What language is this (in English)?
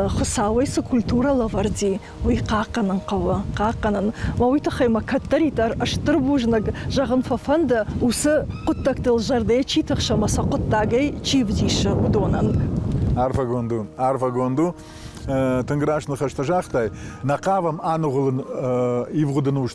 Ossetic